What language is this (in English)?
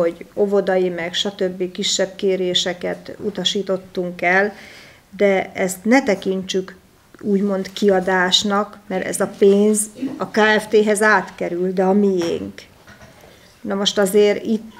Hungarian